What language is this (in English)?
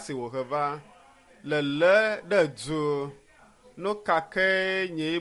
Ewe